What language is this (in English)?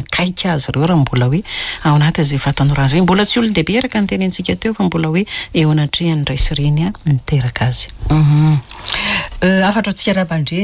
Malagasy